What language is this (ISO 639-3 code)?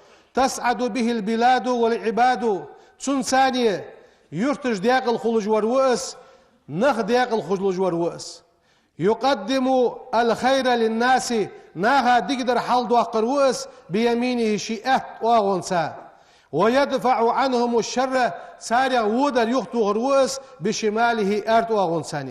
inh